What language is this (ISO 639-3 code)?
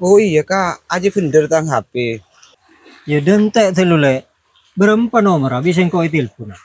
mad